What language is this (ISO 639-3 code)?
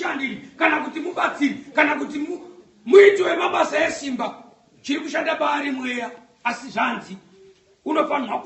sna